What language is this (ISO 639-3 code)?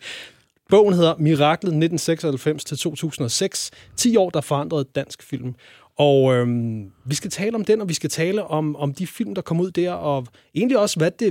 dan